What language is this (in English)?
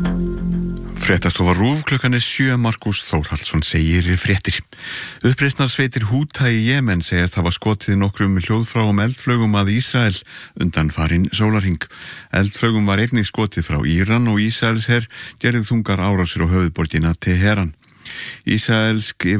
Icelandic